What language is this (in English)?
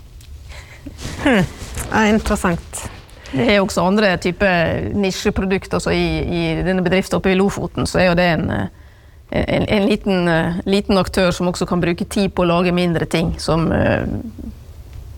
Norwegian